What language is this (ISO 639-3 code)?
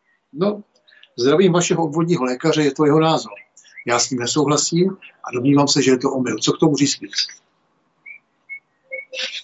ces